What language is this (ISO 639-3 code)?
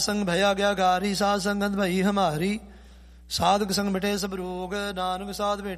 pan